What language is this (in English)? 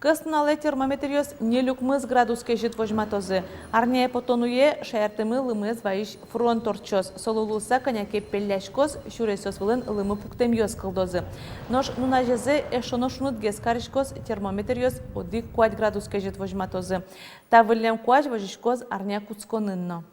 Udmurt